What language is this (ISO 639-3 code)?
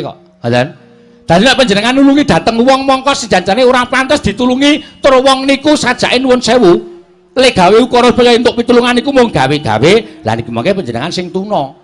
jav